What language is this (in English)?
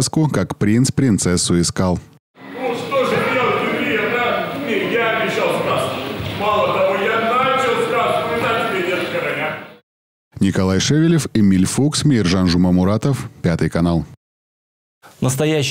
Russian